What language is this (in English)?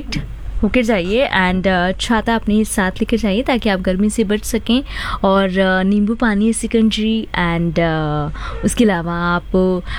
Hindi